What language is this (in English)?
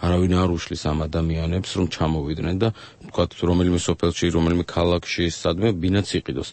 Georgian